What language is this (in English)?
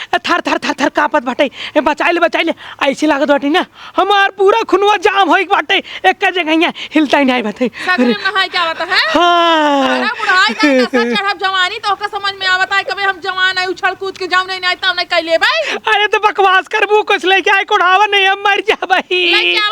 Awadhi